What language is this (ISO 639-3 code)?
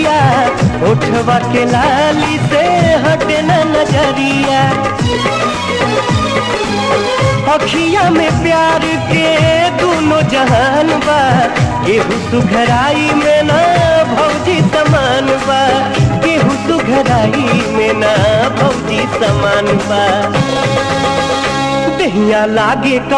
bho